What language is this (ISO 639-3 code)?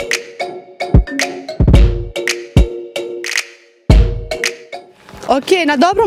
bos